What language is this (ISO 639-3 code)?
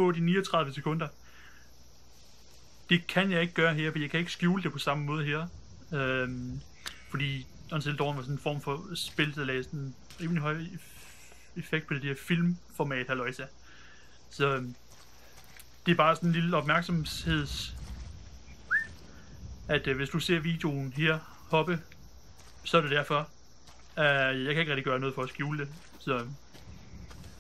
dan